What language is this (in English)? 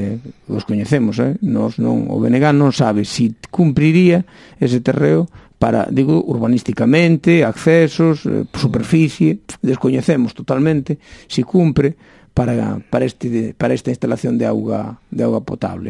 Galician